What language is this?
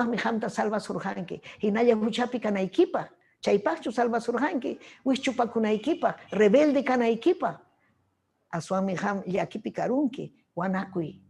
Ayacucho Quechua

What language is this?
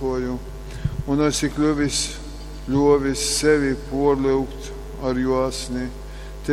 Latgalian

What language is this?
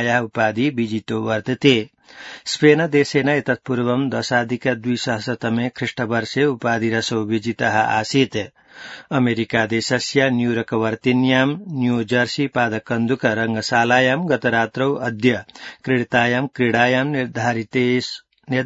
Sanskrit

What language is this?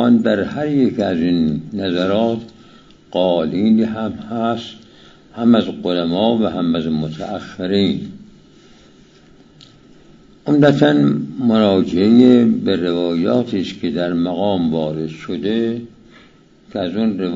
Persian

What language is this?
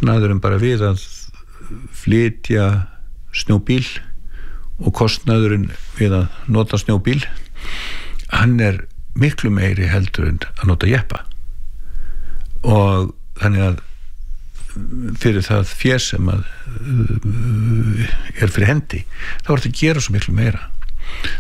Icelandic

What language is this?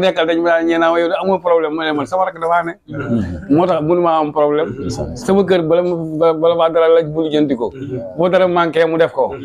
Wolof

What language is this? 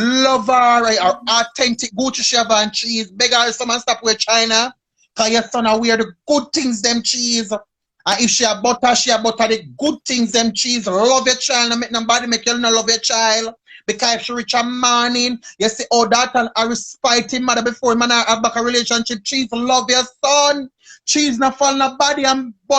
Jamaican Creole English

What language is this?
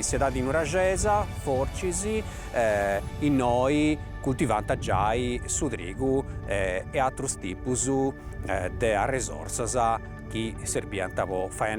Sardinian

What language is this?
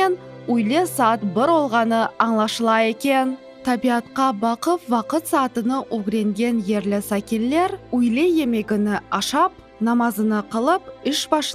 Crimean Tatar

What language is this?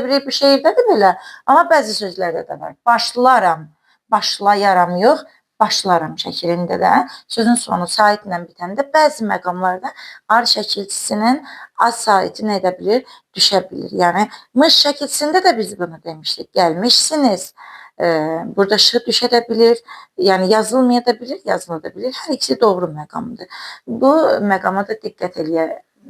Azerbaijani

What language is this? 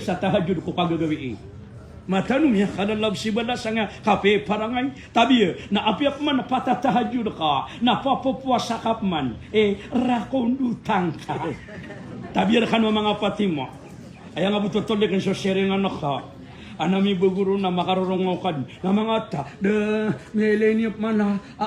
Maranao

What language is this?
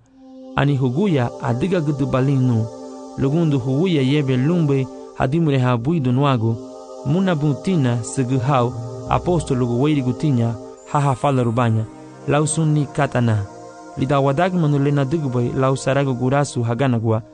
Garifuna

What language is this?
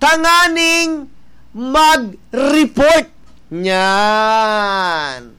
Bikol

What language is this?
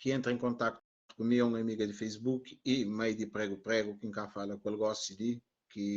Kabuverdianu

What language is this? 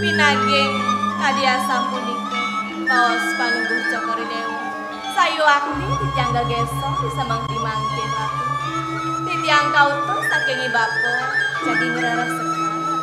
Balinese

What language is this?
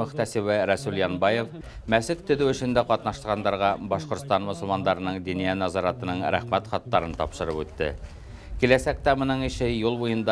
Bashkir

